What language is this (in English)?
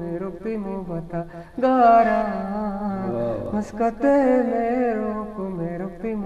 Eastern Balochi